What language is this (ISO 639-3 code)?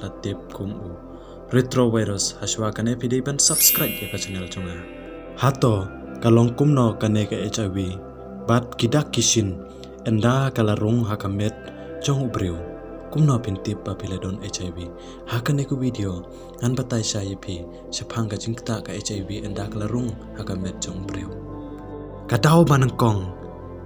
kha